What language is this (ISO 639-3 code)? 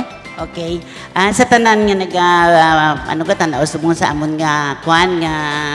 hil